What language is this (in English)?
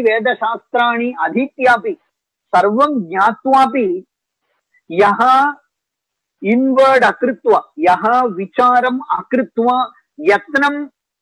Sanskrit